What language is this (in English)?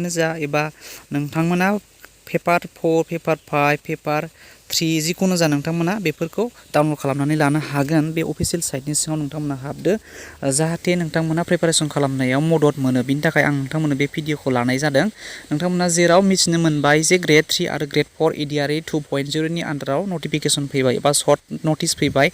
Bodo